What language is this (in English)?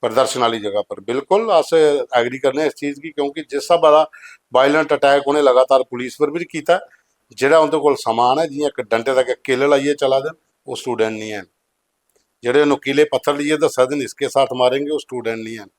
Dogri